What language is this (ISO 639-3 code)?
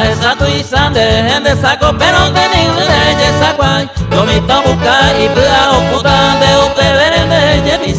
grn